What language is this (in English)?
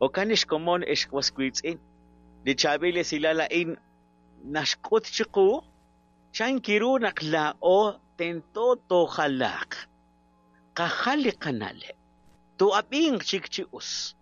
Kekchí